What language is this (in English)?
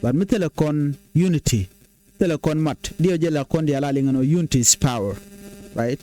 Nuer